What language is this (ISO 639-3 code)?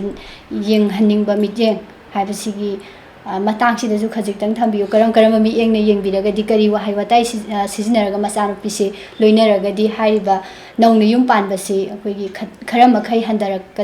mni